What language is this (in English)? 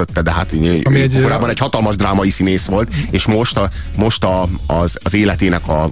Hungarian